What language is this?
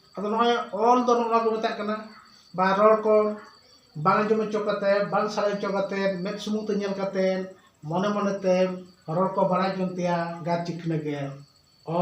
Santali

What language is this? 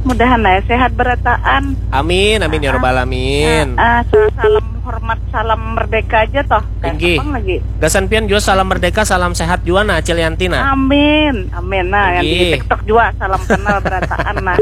Banjar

